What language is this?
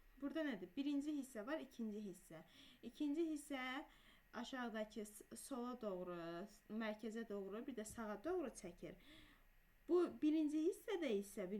Azerbaijani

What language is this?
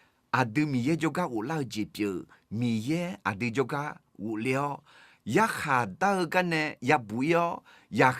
Akha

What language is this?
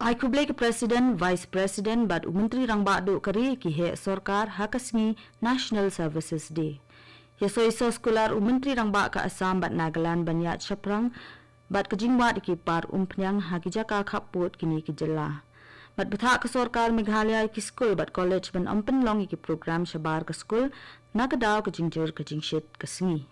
Khasi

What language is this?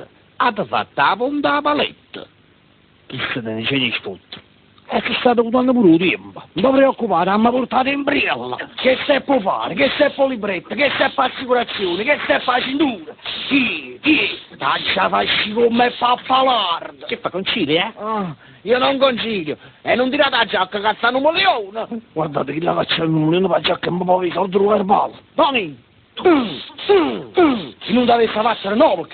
Neapolitan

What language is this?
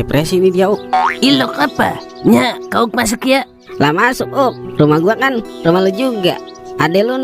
Betawi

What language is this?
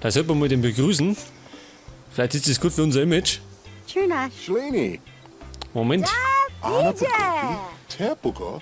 Bavarian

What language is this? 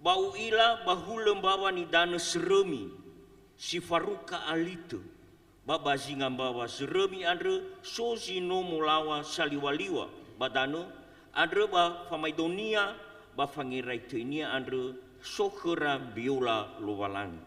Nias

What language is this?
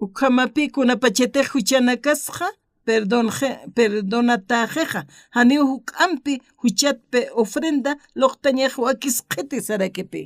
Aymara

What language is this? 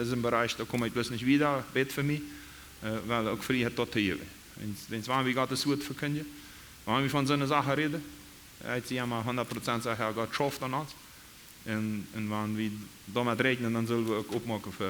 Plautdietsch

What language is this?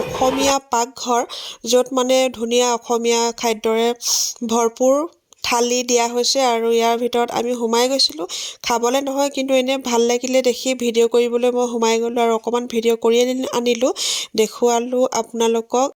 Assamese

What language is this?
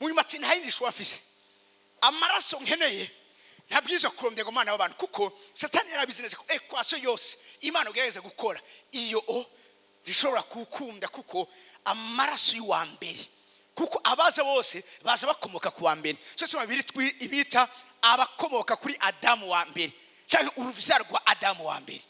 Rundi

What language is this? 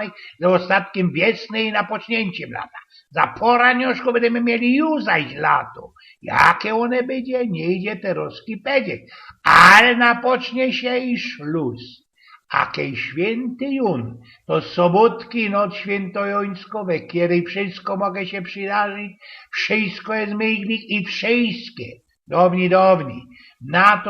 Silesian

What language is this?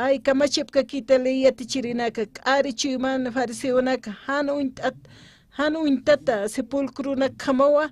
Aymara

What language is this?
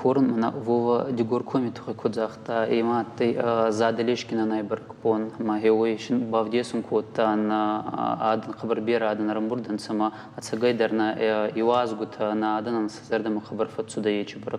Ossetic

